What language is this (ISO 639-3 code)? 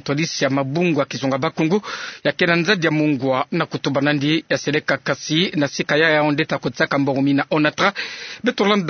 ktu